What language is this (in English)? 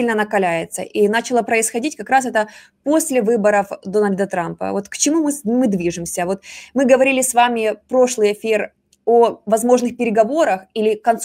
Russian